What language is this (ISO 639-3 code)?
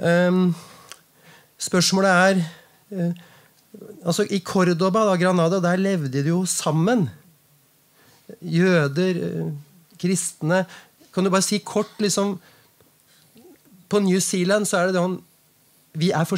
nor